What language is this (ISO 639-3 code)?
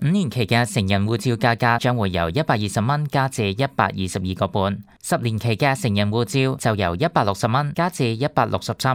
yue